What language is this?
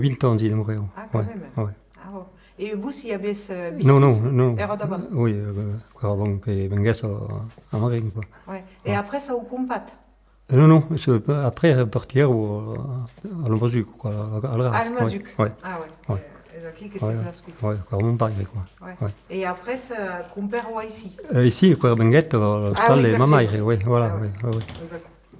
Occitan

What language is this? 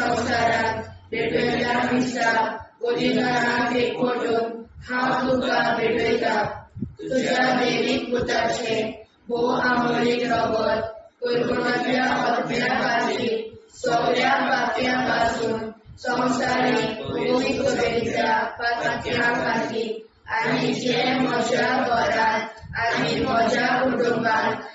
Konkani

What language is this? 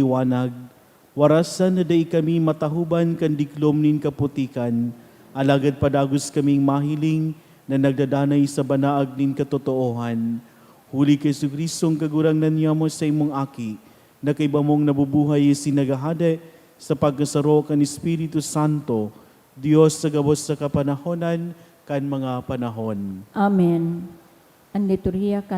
Bikol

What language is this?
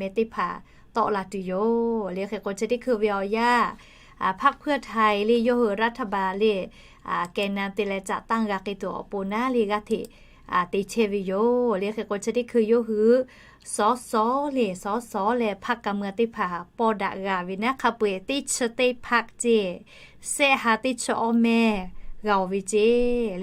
Lahu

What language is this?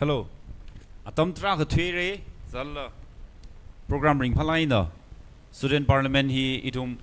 Tangkhul Naga (India)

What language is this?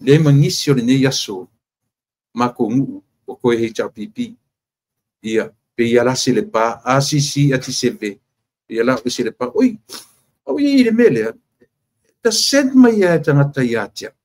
Samoan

